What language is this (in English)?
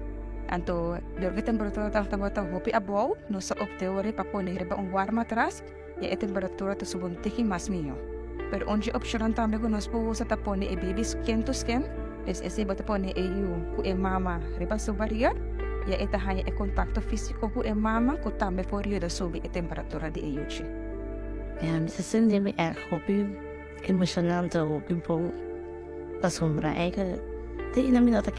Papiamento